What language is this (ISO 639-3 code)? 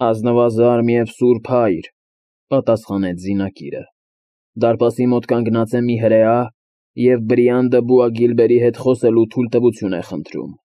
hye